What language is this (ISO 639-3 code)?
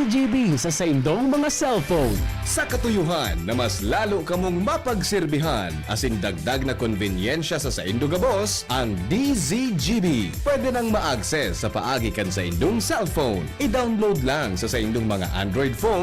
bik